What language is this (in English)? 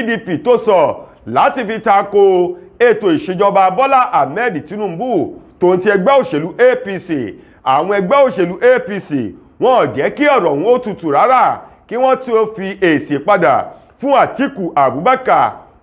Yoruba